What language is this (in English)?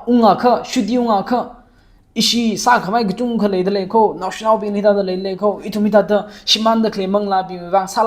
Tangkhul Naga (India)